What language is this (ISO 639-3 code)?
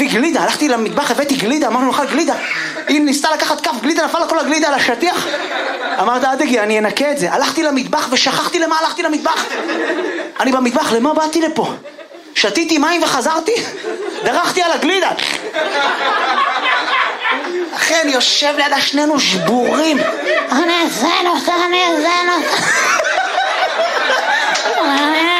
heb